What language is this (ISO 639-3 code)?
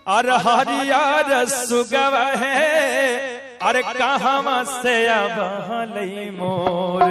mag